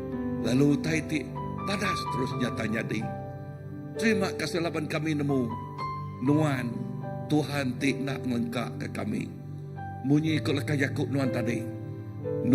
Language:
Iban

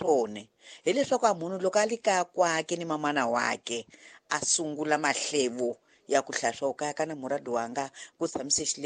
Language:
Tsonga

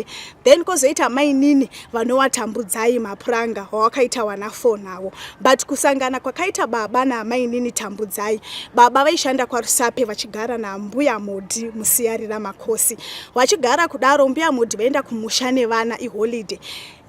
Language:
Shona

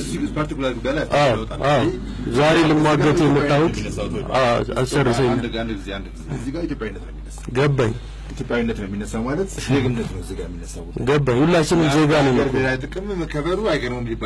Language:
Amharic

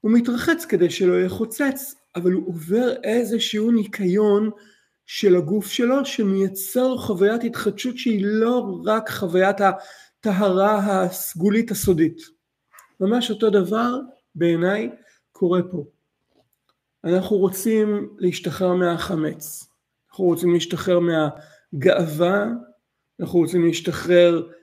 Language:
Hebrew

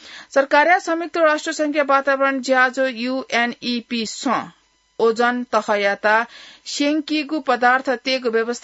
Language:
Newari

